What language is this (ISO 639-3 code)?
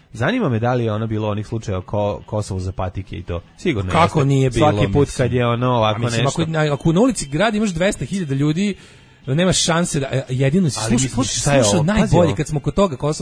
srp